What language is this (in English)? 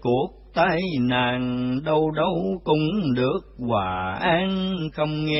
Vietnamese